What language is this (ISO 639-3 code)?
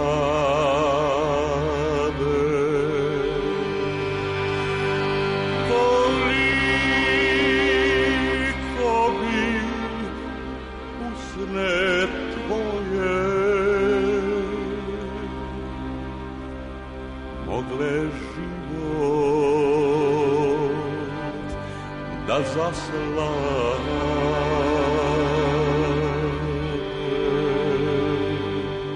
srp